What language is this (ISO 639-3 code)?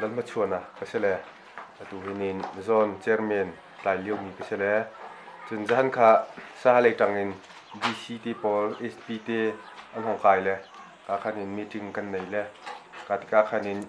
cnh